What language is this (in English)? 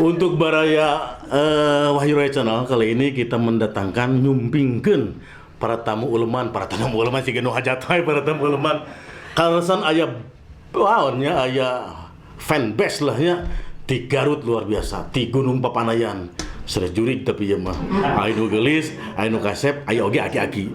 Sundanese